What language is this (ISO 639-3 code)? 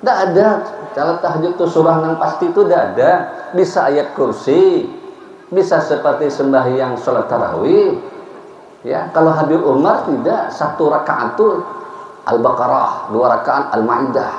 bjn